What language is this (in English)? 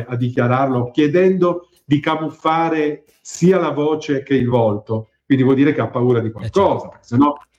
Italian